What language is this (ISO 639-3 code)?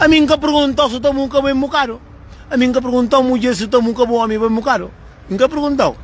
kea